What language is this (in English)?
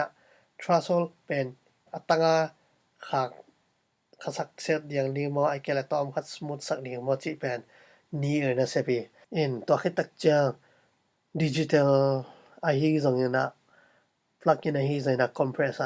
Tedim Chin